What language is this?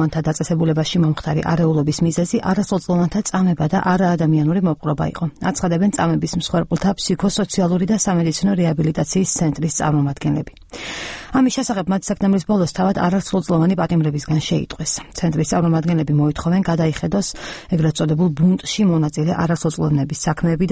Georgian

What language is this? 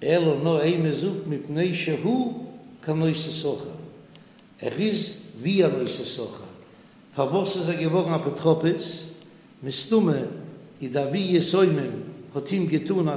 Yiddish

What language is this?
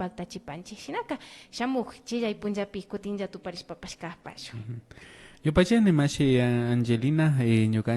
Imbabura Highland Quichua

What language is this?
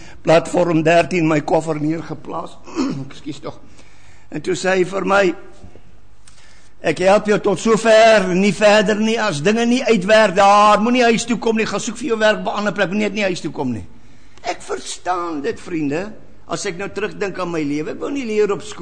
Afrikaans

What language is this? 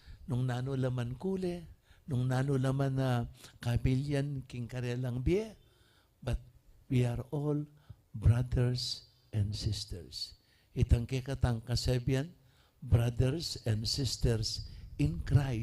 Pampanga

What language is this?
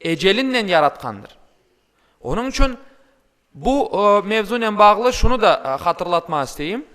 Crimean Tatar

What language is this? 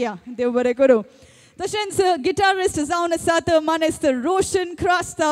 Konkani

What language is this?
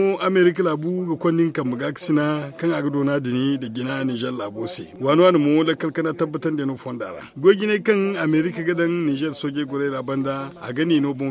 Zarma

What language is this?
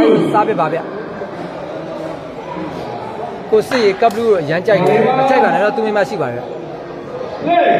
Burmese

